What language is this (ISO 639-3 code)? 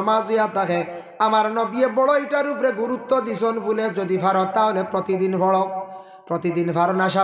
syl